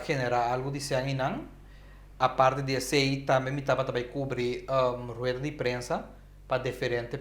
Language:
Papiamento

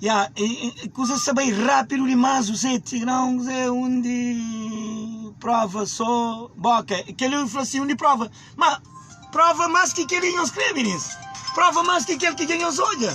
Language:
Kabuverdianu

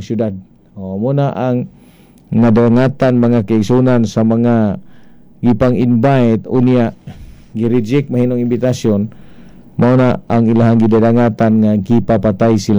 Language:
Cebuano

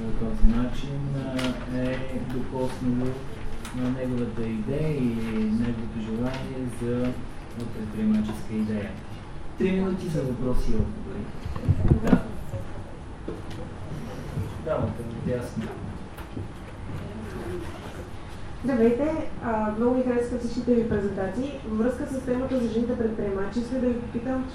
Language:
Bulgarian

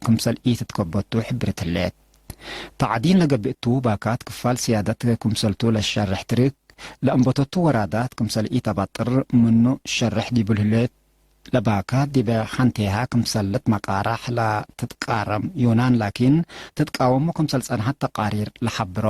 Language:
Tigre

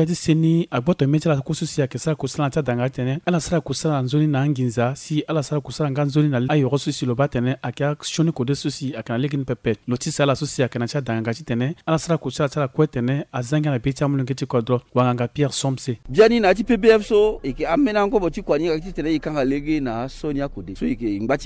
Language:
Sango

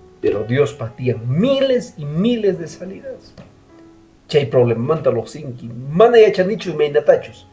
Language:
Quechua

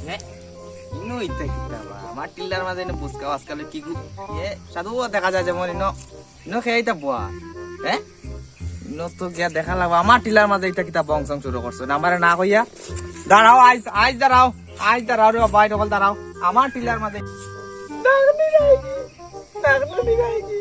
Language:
Sylheti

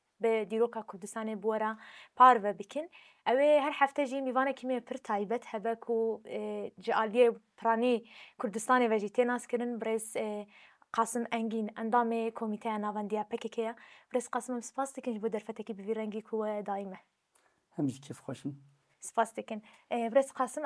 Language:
Kurdish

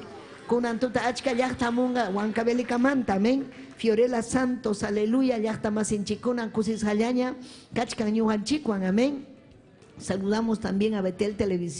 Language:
Ayacucho Quechua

